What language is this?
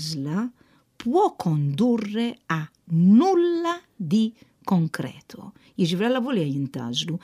Maltese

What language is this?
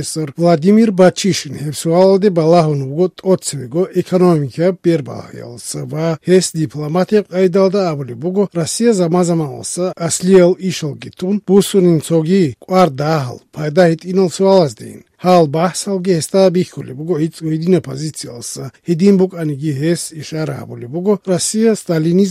Avaric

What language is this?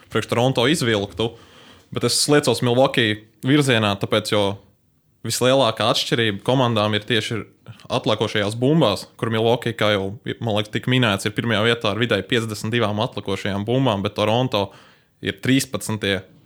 Latvian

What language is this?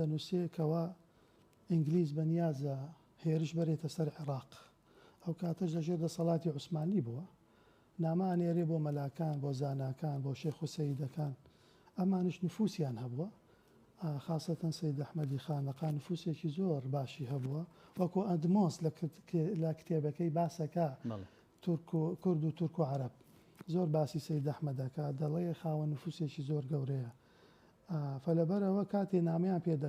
Central Kurdish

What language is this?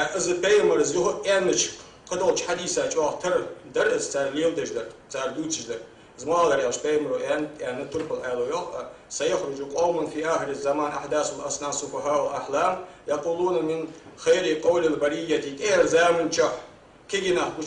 Ingush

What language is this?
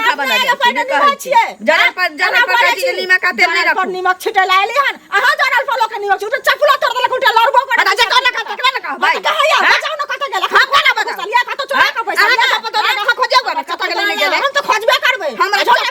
Maithili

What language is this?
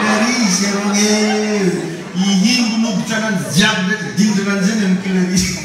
Malagasy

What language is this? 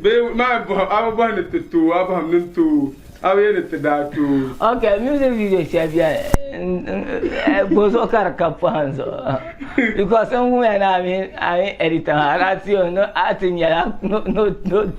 Dagbani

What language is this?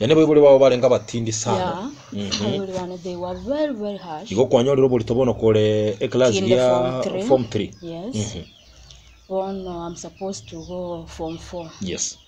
Gusii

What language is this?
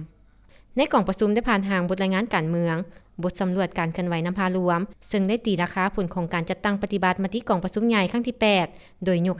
Lao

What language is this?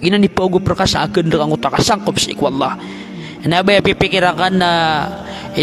Maranao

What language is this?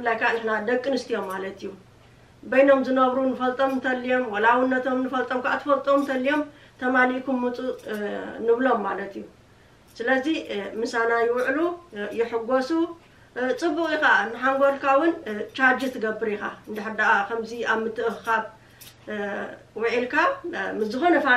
Tigrinya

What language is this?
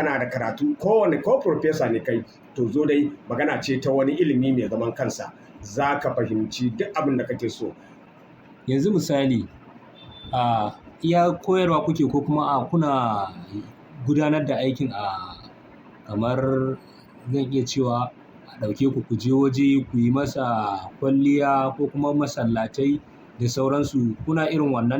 Hausa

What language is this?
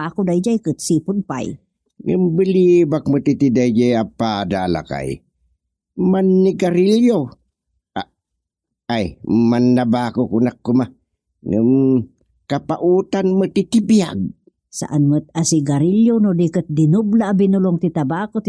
Iloko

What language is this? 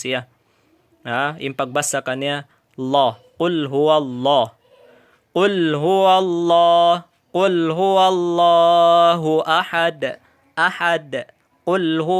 Tausug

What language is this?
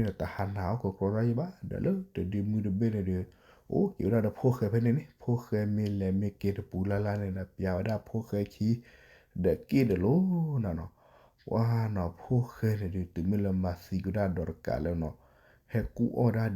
S'gaw Karen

